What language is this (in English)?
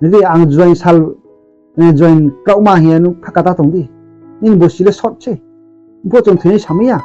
Riang (India)